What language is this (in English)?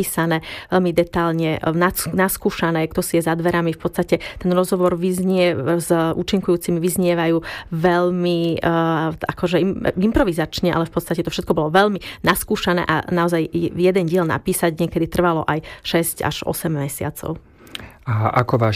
Slovak